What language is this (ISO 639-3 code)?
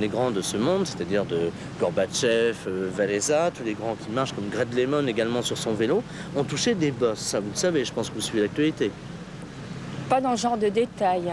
fra